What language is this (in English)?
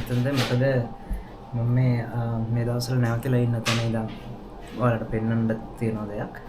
Sinhala